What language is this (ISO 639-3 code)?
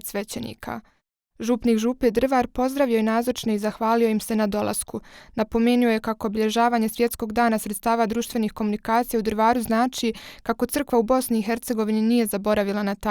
bos